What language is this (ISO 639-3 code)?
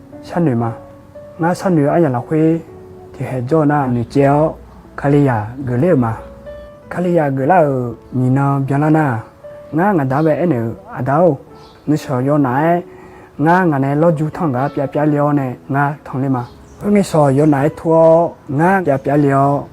ahk